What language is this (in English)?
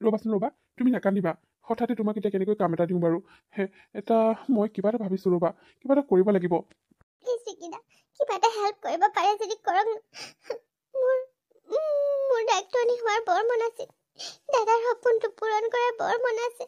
Assamese